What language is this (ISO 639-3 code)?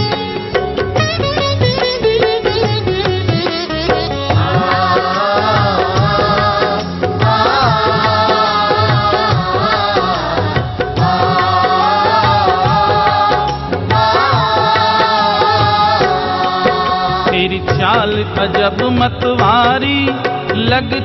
hin